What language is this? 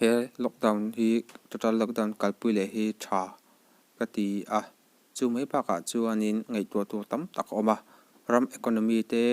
Mizo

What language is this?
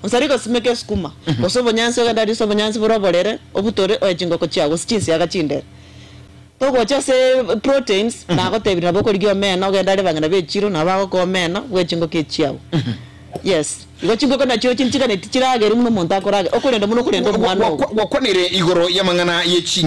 Gusii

